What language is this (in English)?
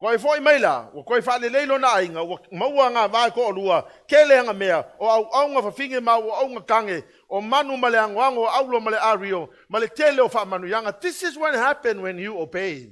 Samoan